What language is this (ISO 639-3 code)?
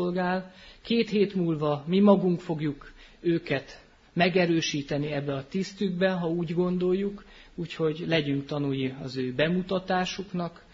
hun